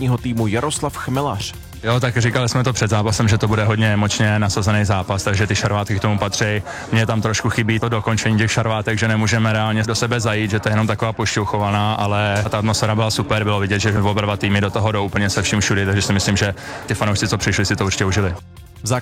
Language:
Czech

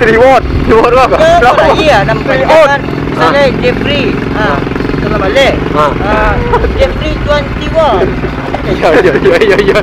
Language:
Minangkabau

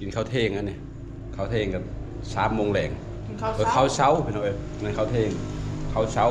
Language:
Northeastern Thai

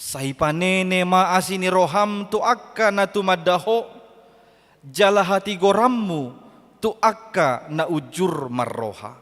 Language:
Batak Toba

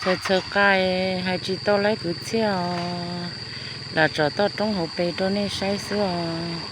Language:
Hmong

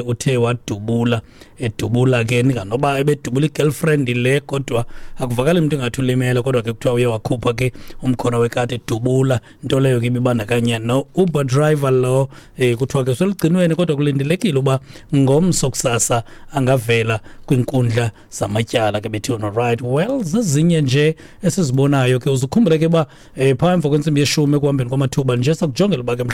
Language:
Xhosa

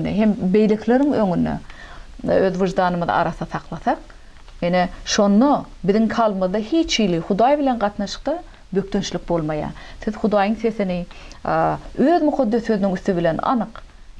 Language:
Turkmen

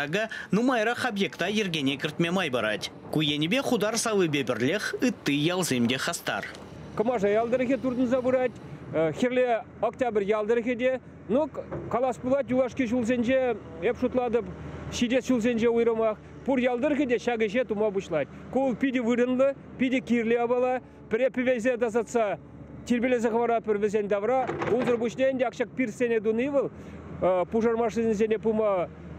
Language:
Chuvash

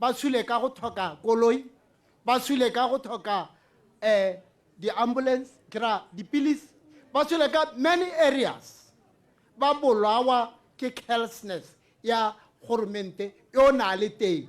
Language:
Tswana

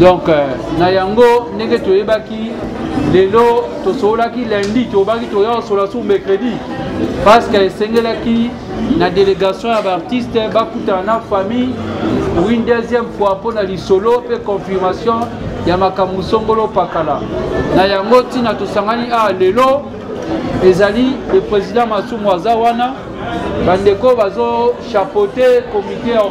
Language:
Lingala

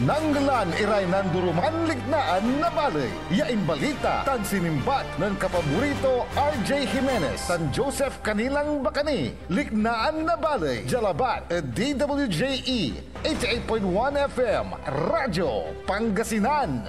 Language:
Pangasinan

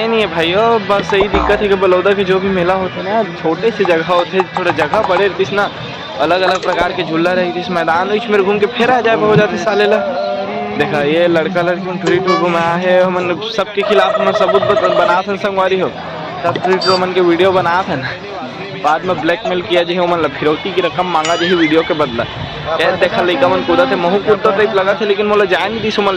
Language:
Chhattisgarhi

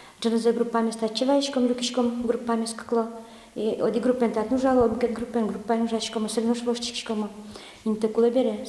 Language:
Udmurt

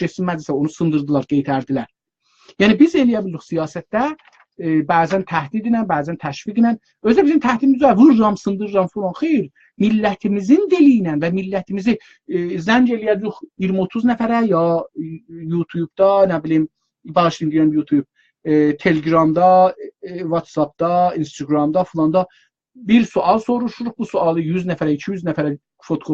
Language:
South Azerbaijani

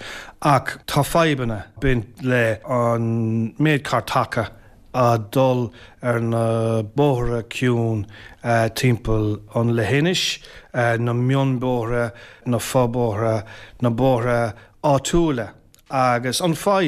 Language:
Irish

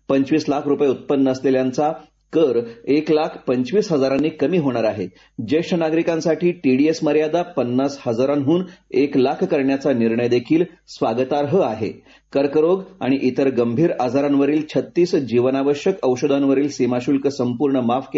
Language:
Marathi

